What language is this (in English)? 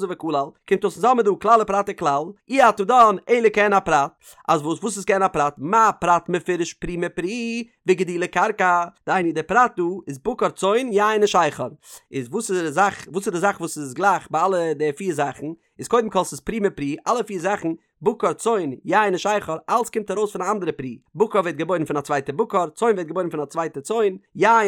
Yiddish